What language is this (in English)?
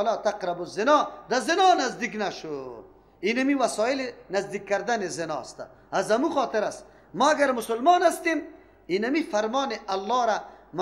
Persian